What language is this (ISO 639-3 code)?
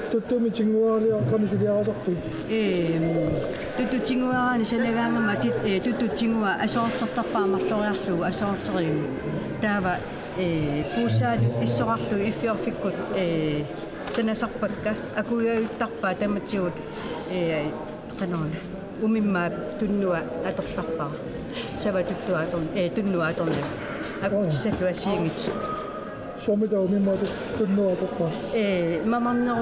kal